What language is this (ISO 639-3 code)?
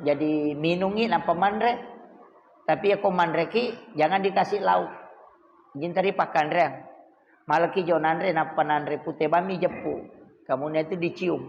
bug